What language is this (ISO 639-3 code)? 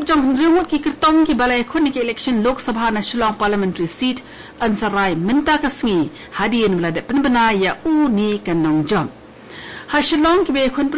kha